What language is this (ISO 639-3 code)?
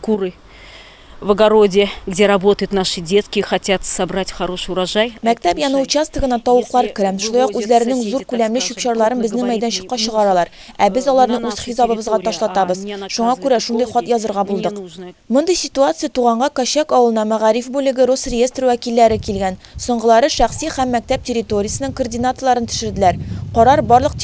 tat